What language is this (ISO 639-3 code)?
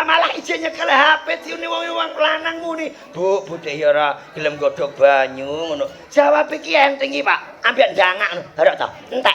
jav